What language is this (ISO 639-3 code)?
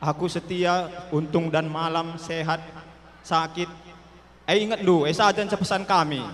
btx